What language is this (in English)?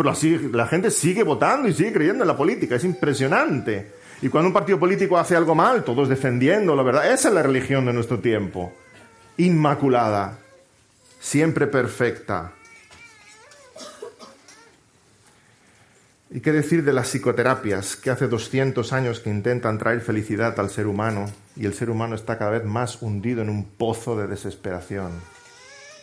Spanish